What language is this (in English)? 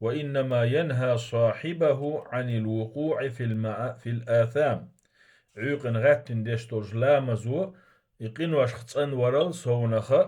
Chechen